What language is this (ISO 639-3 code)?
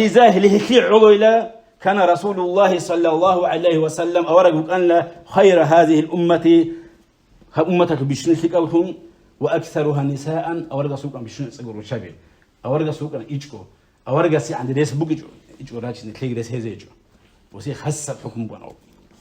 ava